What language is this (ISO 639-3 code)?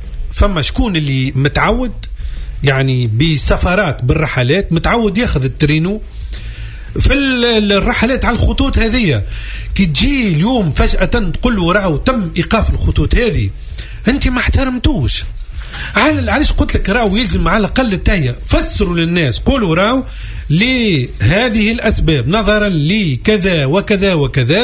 aeb